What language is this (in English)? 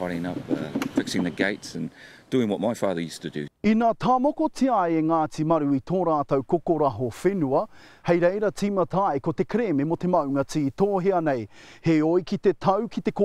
Māori